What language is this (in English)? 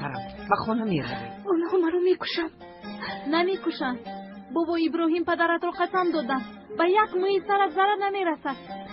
Tajik